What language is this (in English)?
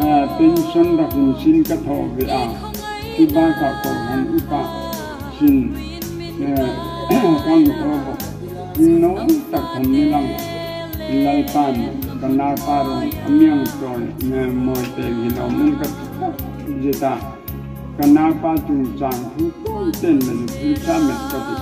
Hmar